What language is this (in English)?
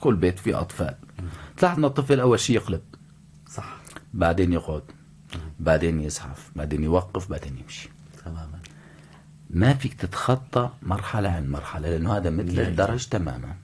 North Levantine Arabic